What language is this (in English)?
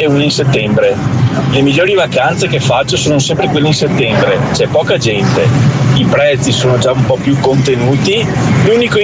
Italian